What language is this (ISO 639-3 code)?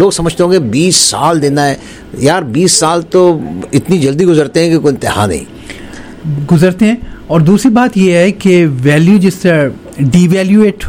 urd